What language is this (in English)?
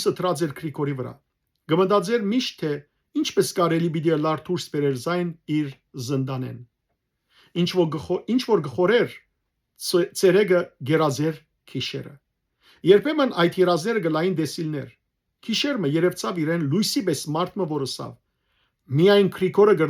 Western Armenian